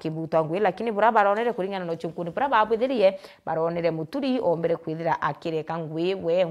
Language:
Meru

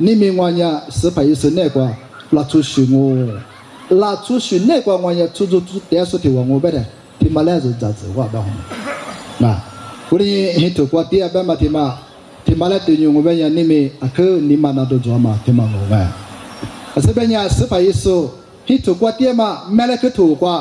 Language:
Lisu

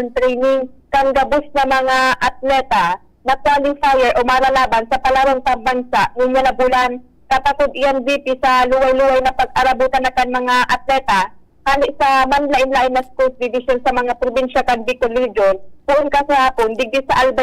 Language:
Bikol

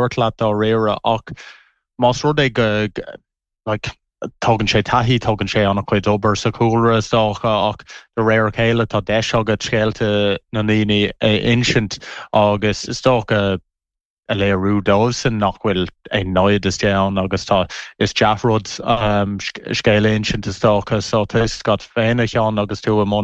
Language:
Irish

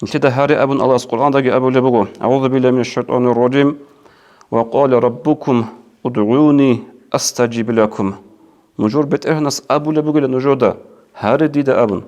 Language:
Avaric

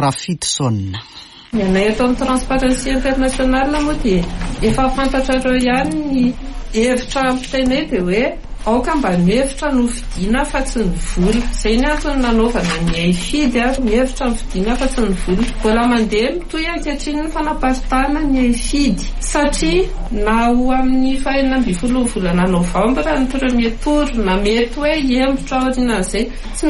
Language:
Malagasy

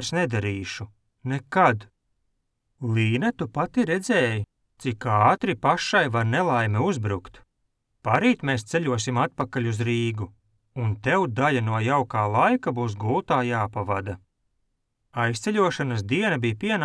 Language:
Latvian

